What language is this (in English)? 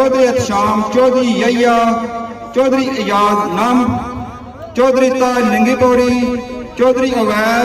Pahari-Potwari